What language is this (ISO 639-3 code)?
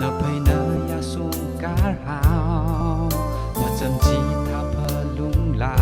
nmf